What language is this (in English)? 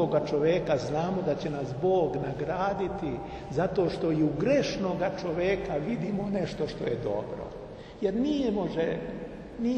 Serbian